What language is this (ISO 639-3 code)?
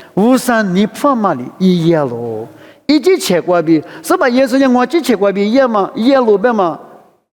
lis